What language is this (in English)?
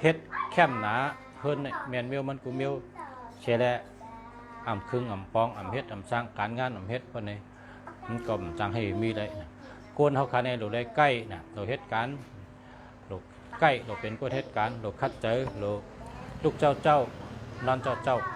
Shan